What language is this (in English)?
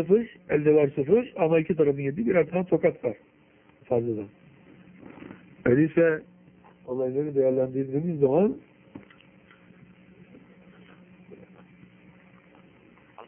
Turkish